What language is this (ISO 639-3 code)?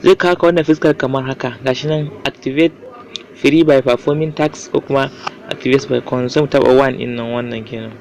hau